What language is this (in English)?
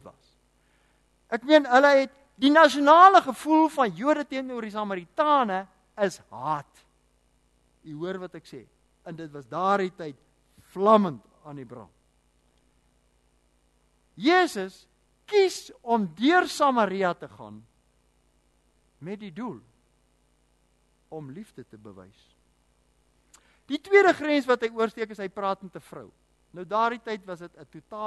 Afrikaans